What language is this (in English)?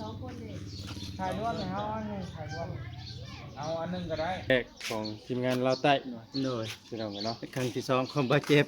Northeastern Thai